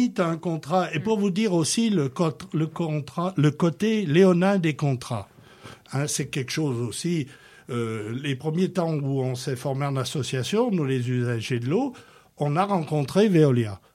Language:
French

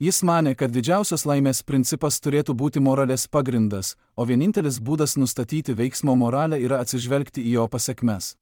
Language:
Lithuanian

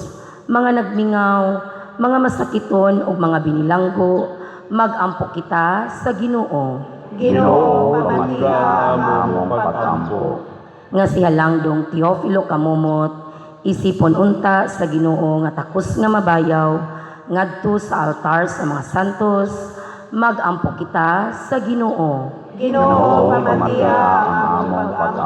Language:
Cebuano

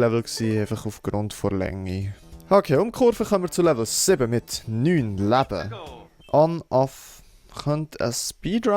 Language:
Swiss German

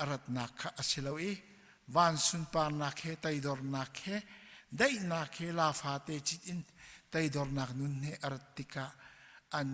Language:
Hakha Chin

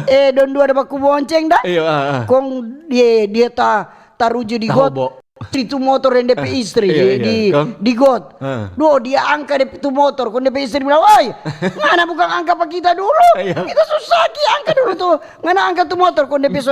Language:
Manado Malay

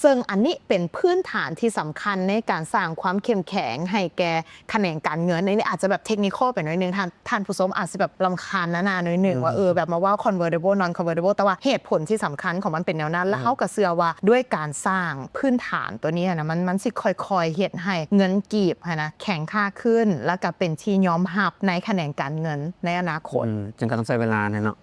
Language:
Lao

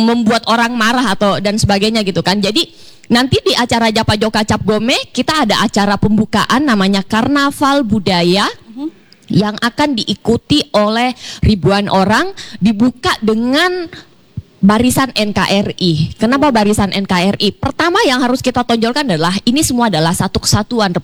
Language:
Indonesian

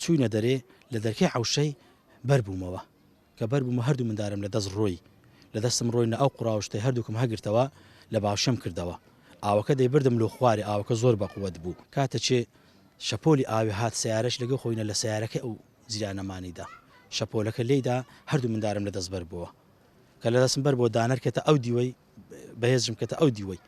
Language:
Central Kurdish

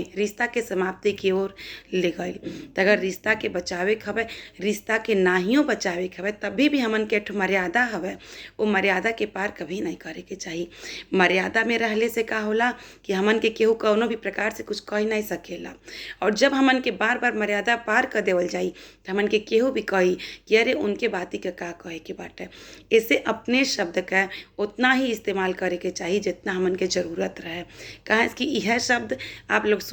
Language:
Bhojpuri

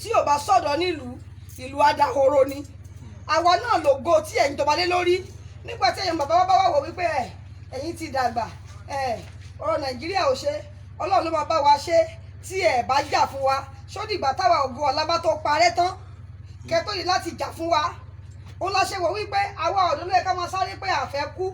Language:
Yoruba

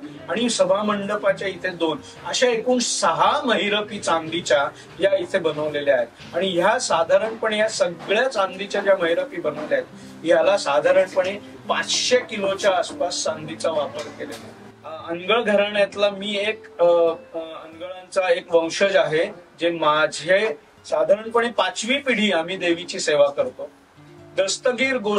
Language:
Marathi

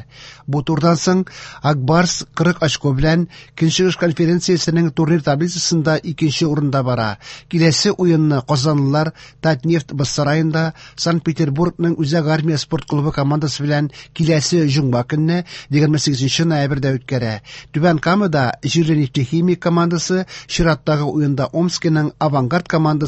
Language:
Tatar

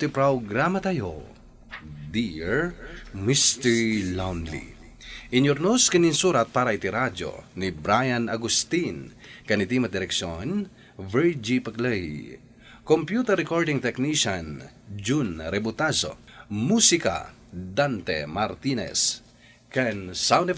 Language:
Iloko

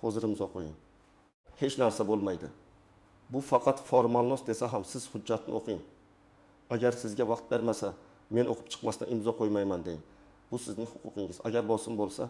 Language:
Uzbek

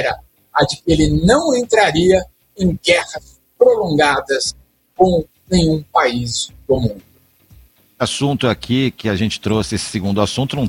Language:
Portuguese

